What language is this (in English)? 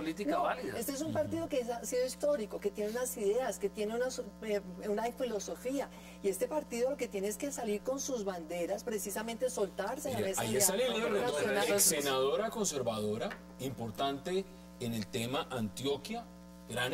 Spanish